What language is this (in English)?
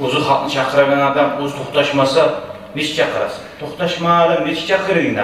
Kumyk